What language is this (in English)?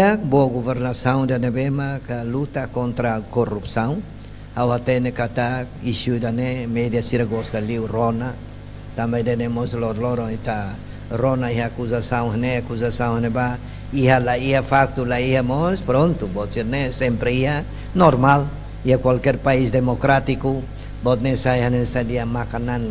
Tetum